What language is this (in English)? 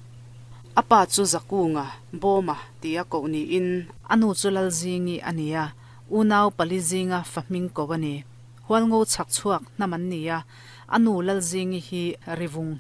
Mizo